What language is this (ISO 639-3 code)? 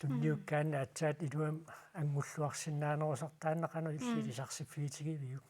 kal